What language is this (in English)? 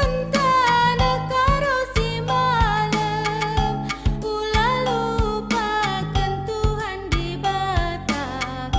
Batak Karo